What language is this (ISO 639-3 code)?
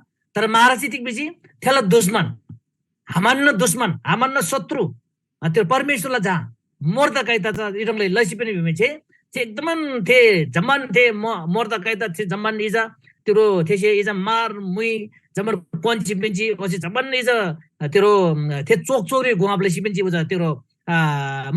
taj